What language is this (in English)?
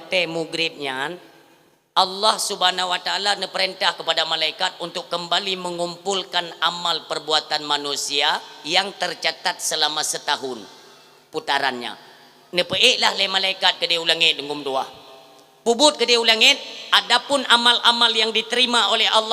Achinese